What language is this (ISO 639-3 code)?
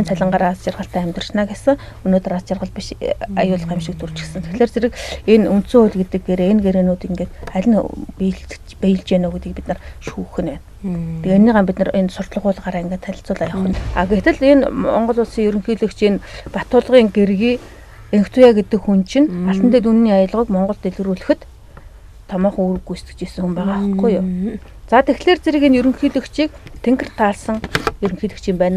mon